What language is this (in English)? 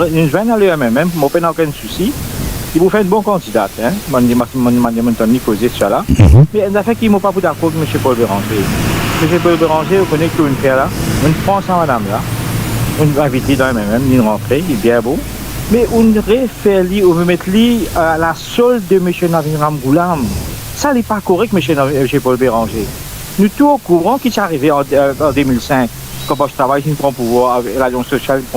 Morisyen